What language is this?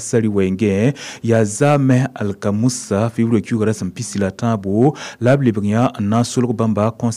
Mossi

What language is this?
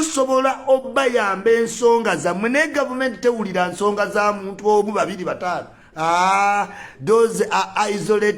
Ganda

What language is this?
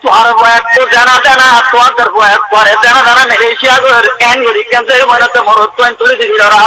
Rohingya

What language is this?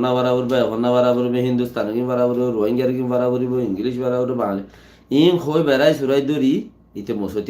Rohingya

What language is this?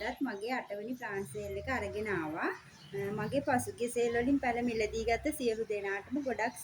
Sinhala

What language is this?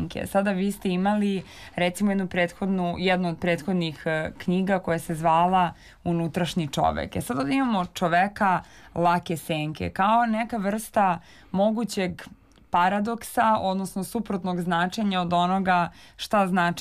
Serbian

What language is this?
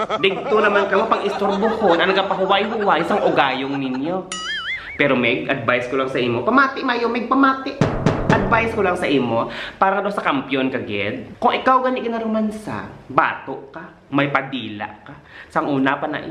Hiligaynon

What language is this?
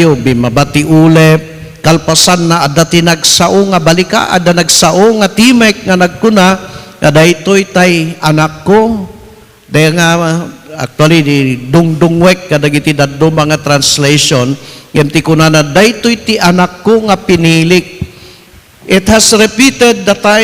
Iloko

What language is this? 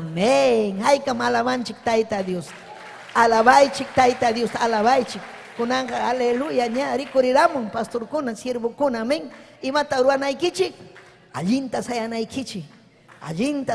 Ayacucho Quechua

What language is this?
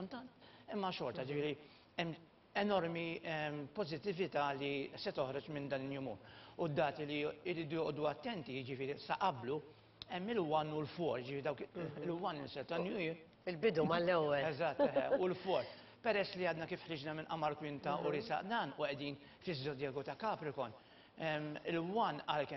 Maltese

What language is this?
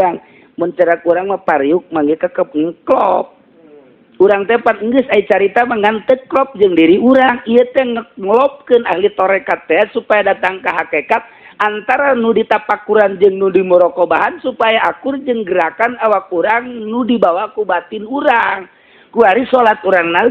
Sundanese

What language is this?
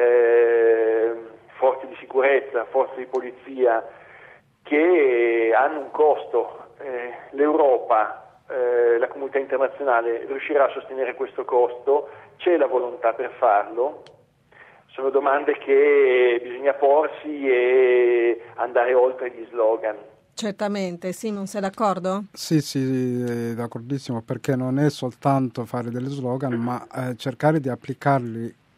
Italian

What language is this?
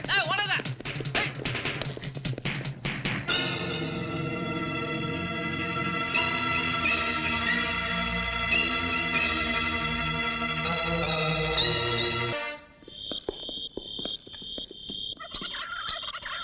Tamil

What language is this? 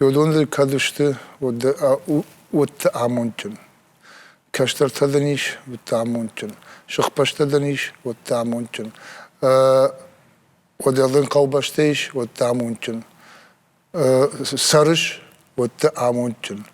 Ossetic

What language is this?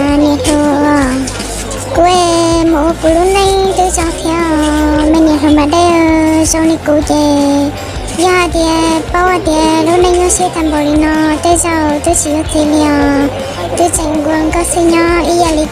Hmong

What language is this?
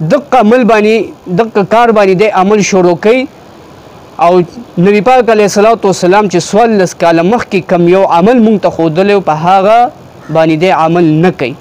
Pashto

